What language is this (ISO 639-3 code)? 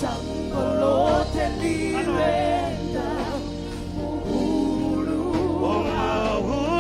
ven